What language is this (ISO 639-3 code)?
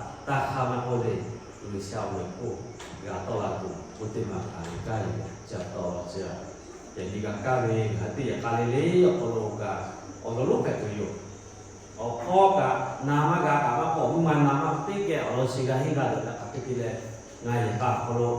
lhu